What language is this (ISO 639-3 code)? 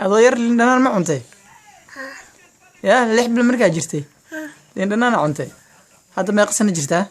som